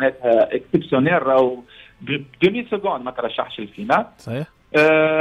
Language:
Tunisian Arabic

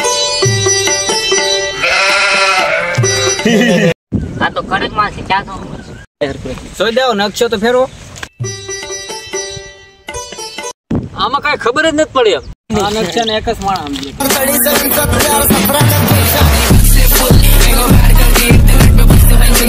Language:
Gujarati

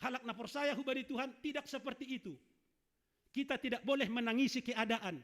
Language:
Batak Simalungun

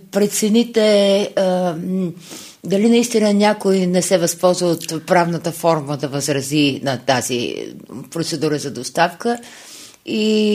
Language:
Bulgarian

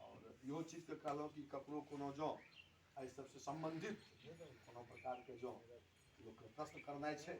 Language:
Maithili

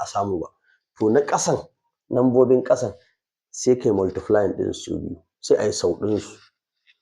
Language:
Hausa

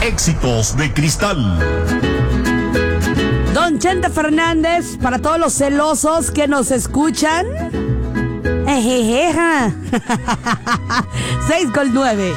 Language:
Spanish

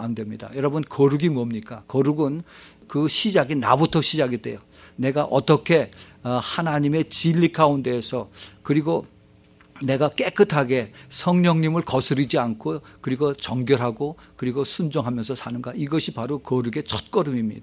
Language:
Korean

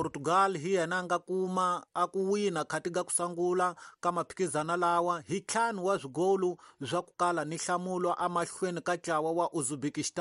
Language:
Tsonga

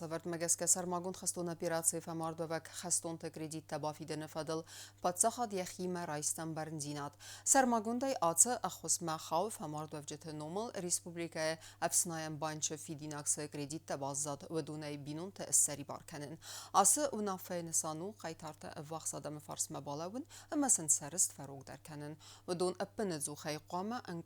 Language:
Ossetic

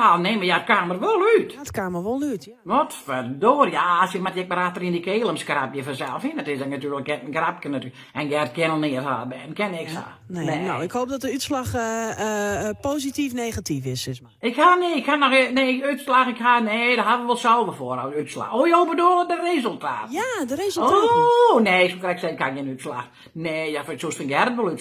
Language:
Western Frisian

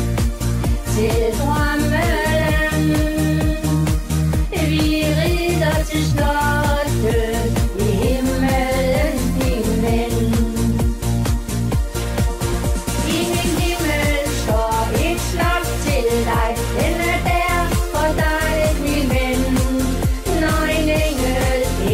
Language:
Danish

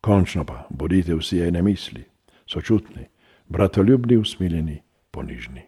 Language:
Slovenian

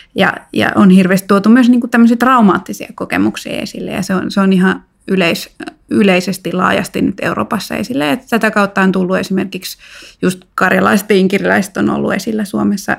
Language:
Finnish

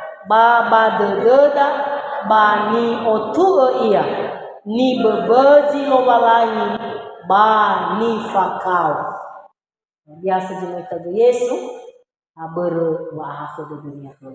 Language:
Nias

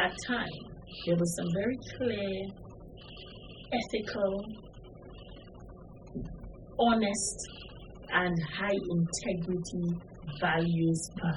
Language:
English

